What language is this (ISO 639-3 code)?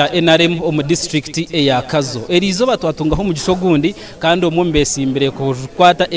nyn